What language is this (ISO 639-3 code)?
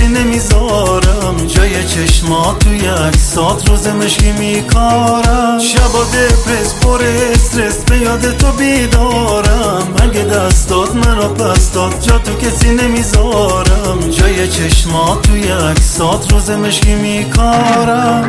fas